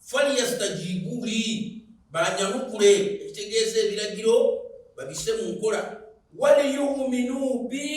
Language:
Ganda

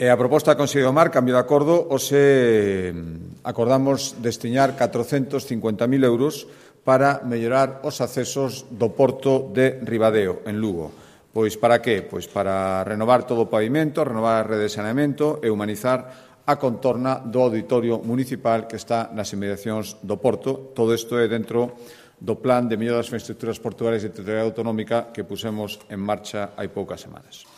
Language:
Galician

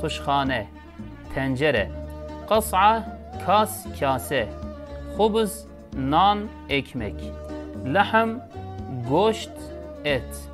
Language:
Kurdish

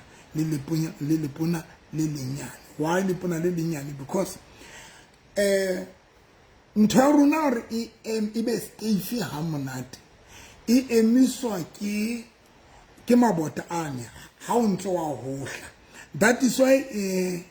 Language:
Southern Sotho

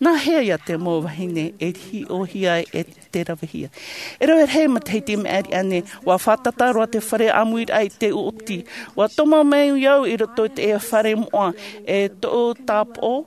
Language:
Tahitian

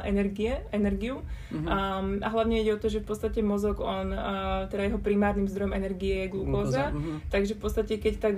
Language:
Slovak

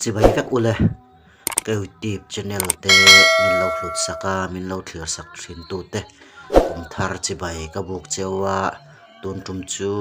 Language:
Mizo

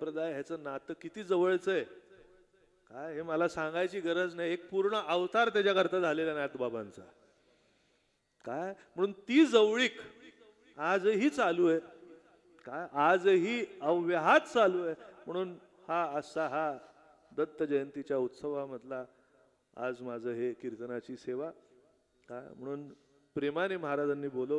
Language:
Marathi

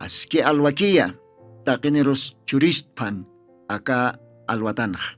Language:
Aymara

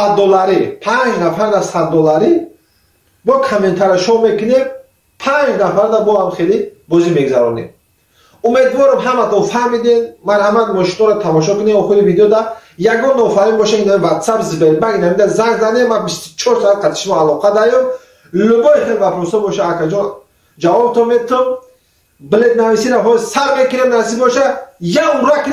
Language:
Tajik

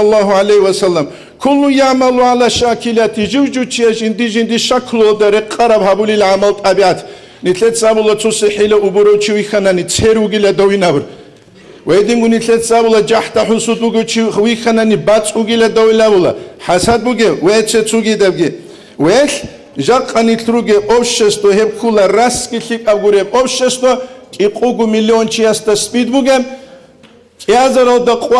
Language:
Avaric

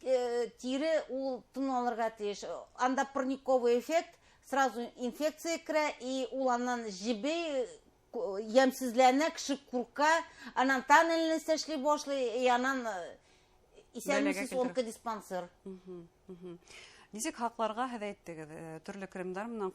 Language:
Bashkir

